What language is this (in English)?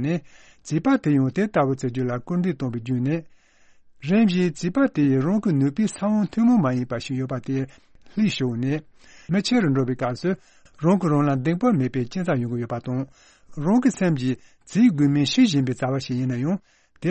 Tibetan